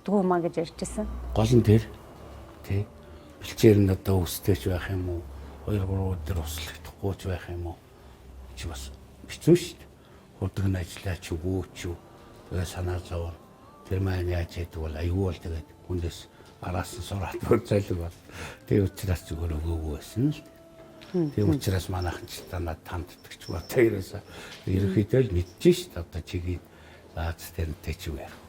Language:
Mongolian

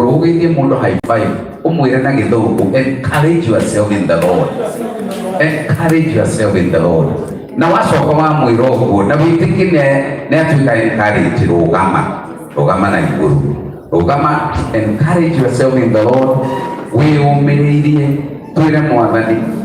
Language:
Kikuyu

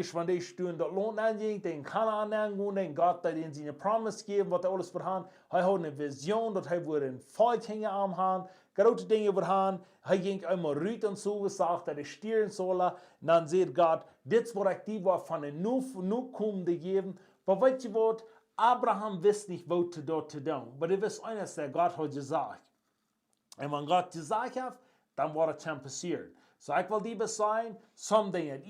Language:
Plautdietsch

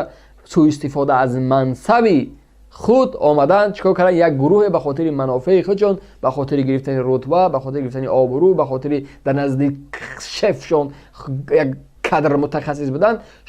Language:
Tajik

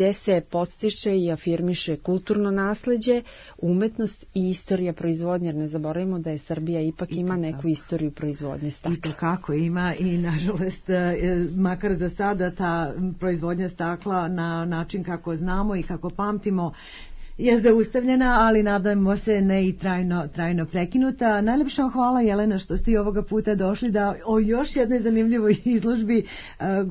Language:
Serbian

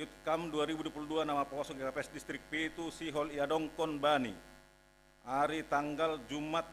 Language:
Batak Simalungun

